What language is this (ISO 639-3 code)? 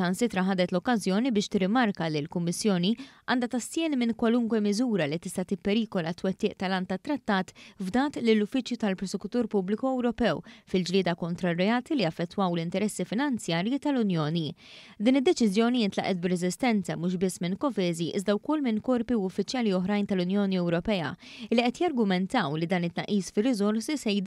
mlt